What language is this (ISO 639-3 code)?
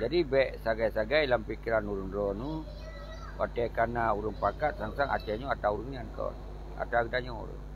ace